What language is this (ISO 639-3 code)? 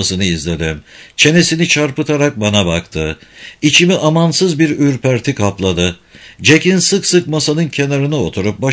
tur